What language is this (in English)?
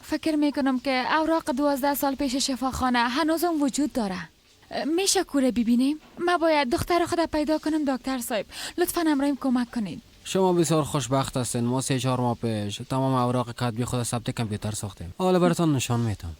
Persian